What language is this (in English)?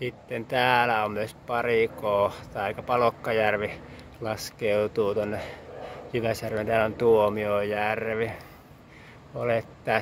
Finnish